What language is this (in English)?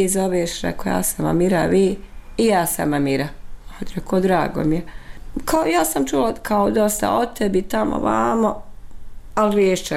Bosnian